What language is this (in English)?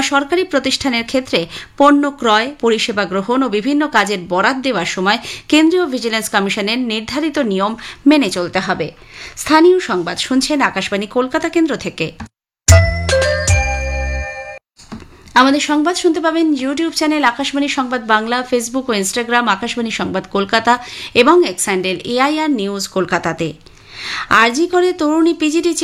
Bangla